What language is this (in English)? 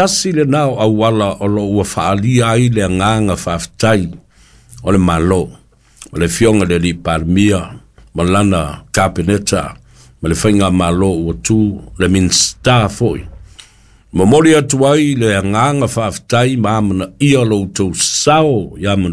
Samoan